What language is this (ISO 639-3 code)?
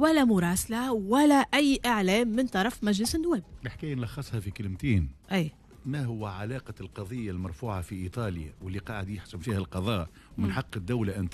aeb